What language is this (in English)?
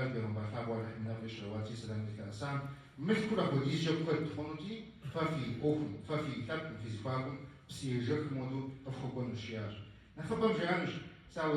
Kabardian